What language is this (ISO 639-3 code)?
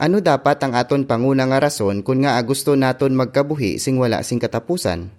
hil